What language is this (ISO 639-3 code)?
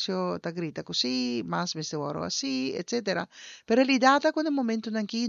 pap